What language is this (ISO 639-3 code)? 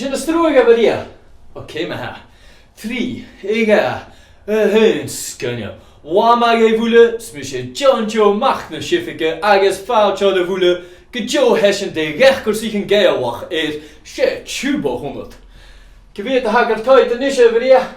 gla